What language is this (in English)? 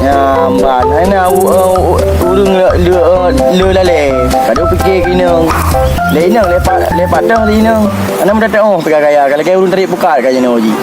Achinese